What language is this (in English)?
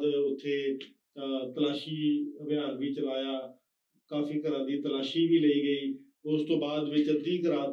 Punjabi